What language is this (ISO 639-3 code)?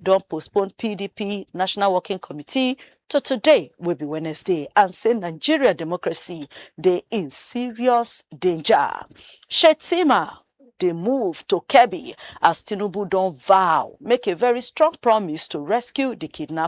pcm